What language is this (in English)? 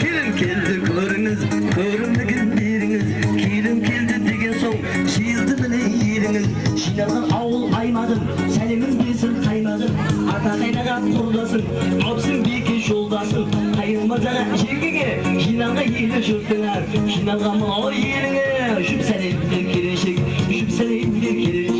Kara-Kalpak